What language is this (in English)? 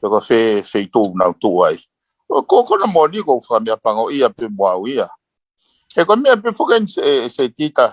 Tongan